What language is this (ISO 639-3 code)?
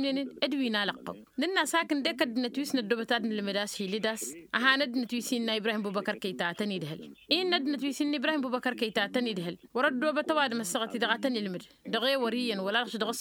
taq